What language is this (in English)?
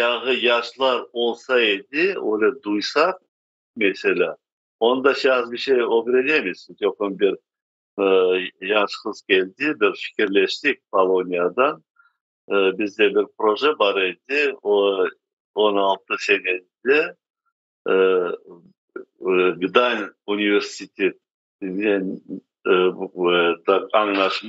Crimean Tatar